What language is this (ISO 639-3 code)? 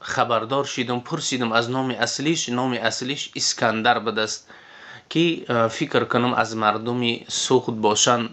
tgk